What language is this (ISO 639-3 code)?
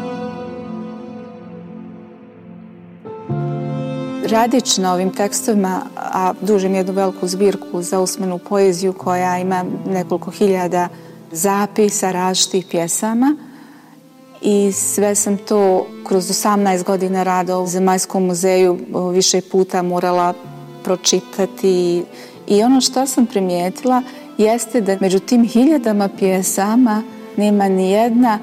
bos